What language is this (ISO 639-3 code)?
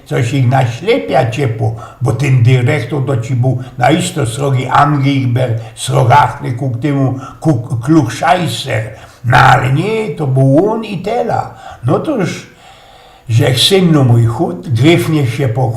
szl